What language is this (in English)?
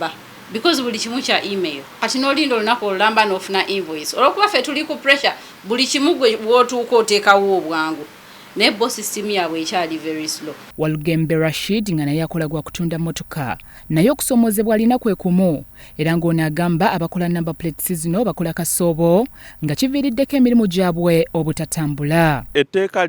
Ganda